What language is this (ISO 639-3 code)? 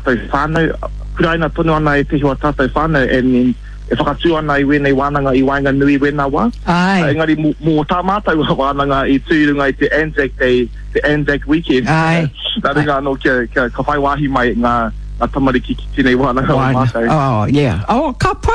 mri